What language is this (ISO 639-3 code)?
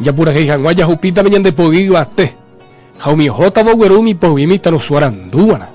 grn